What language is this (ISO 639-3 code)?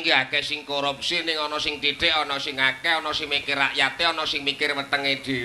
jav